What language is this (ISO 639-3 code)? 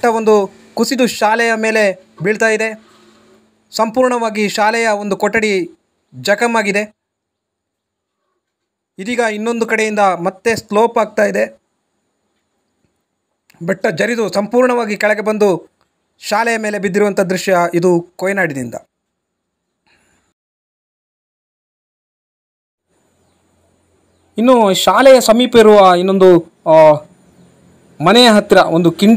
kan